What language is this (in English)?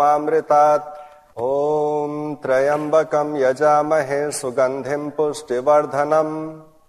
Sanskrit